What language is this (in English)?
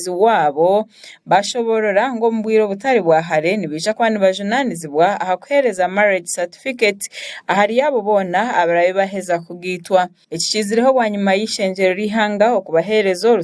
Nyankole